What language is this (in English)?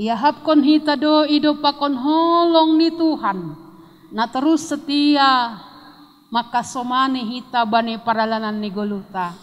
Batak Simalungun